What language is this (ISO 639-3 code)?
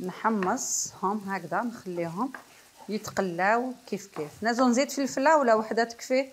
arq